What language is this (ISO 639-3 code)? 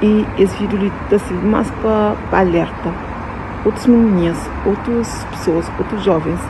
kea